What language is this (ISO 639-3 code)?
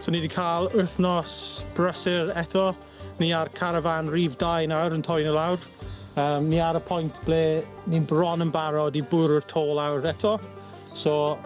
cym